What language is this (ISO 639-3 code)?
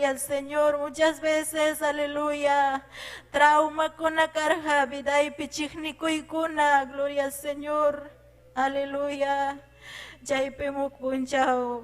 quy